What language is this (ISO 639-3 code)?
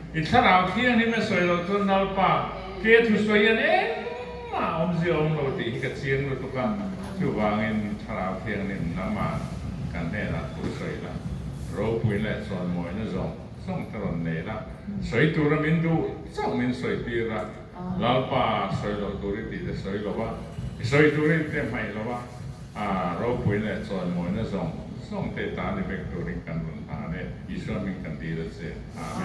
lus